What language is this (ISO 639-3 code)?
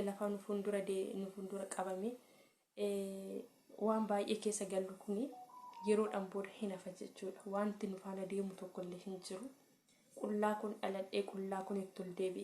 orm